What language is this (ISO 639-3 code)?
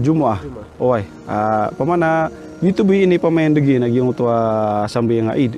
mrw